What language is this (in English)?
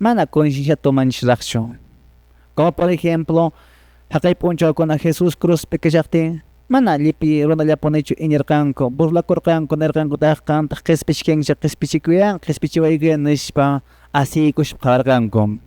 Quechua